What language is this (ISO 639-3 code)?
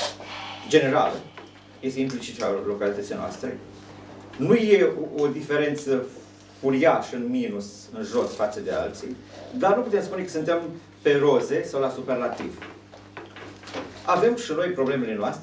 ron